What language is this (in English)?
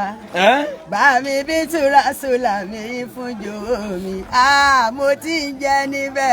Yoruba